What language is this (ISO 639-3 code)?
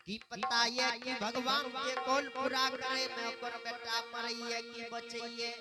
anp